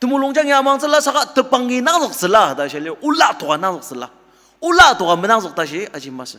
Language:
Ao Naga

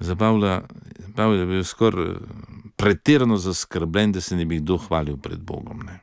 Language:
Slovenian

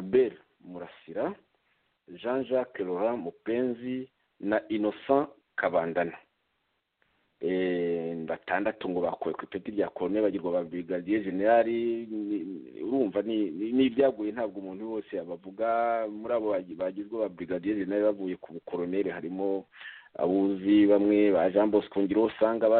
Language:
Kinyarwanda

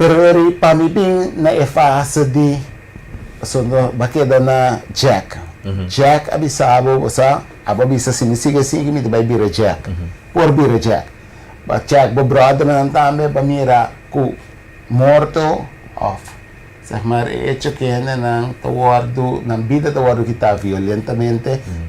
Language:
Papiamento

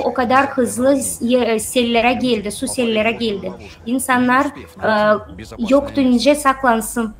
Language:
Gagauz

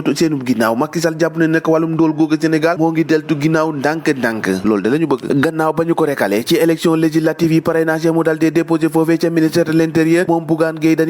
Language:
Wolof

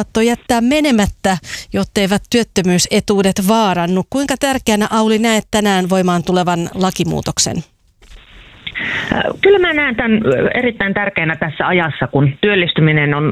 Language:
Finnish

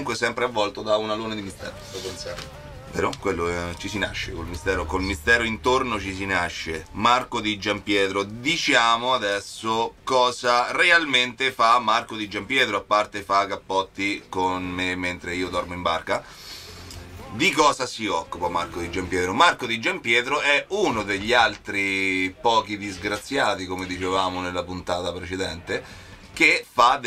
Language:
Italian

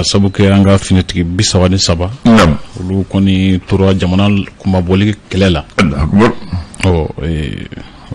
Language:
Bambara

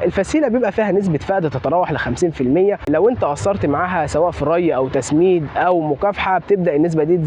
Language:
Egyptian Arabic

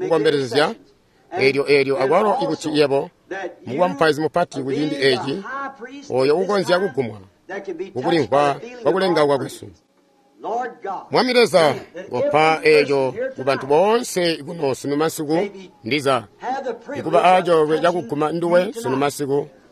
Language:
Tonga (Zambia)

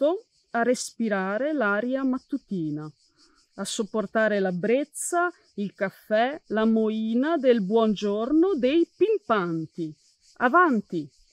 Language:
Italian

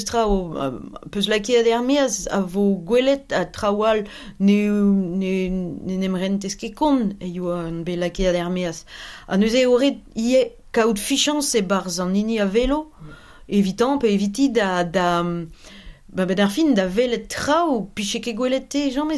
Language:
Breton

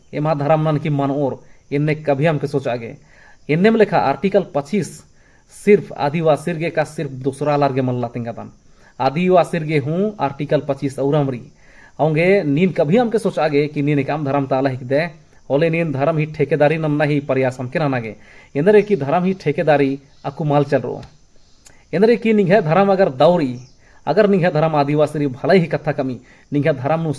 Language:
Kurukh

